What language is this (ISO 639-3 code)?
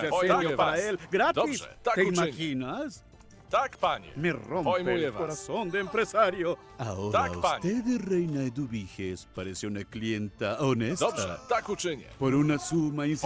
spa